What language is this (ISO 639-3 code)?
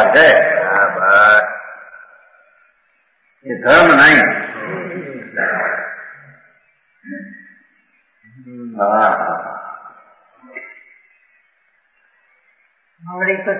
guj